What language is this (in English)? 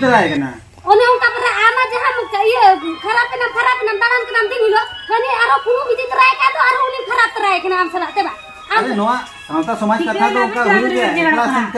Santali